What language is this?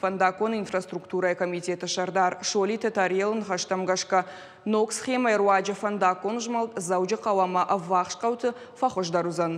Ossetic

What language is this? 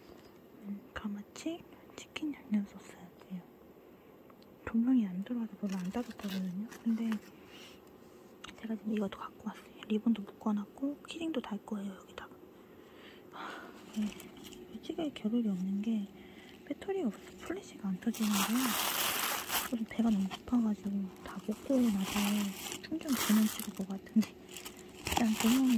Korean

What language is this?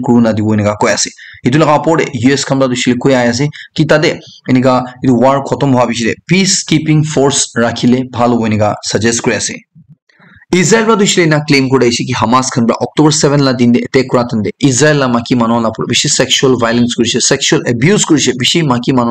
Naga Pidgin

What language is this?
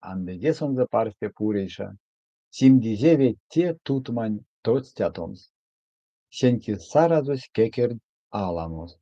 Erzya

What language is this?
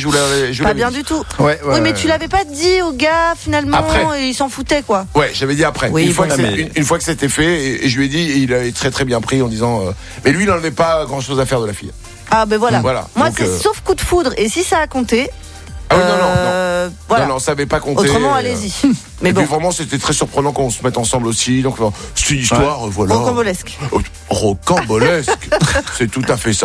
French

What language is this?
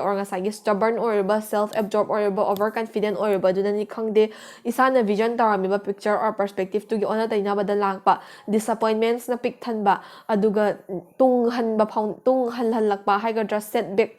Manipuri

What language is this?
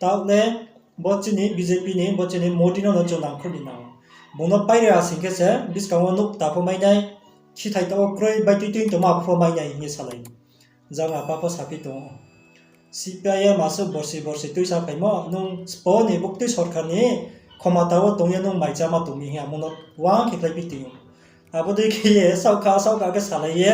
Riang (India)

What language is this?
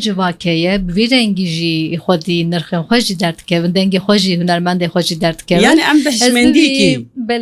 Kurdish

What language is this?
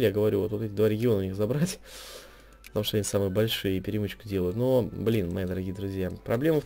Russian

